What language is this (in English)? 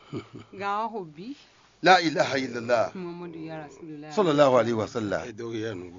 Fon